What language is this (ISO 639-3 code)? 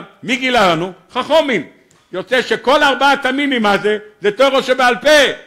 heb